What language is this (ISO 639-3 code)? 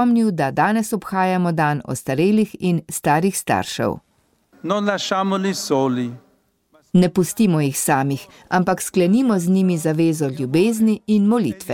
slv